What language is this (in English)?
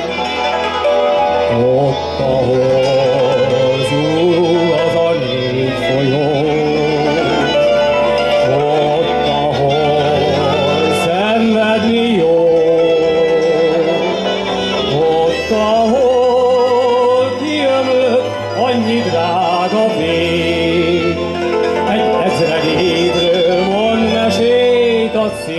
Hungarian